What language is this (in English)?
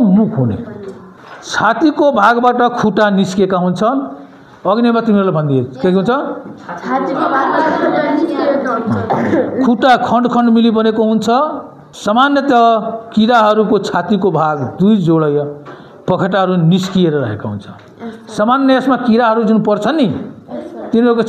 Nepali